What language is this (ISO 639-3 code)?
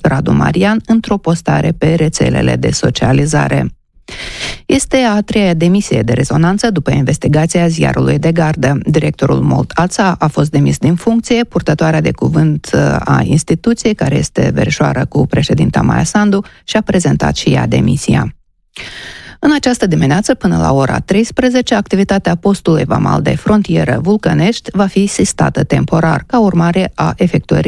ron